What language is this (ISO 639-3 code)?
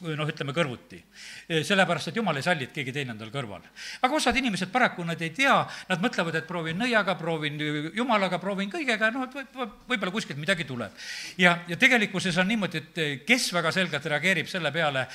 est